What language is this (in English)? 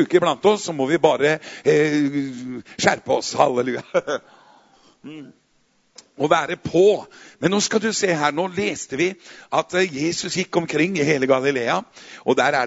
Norwegian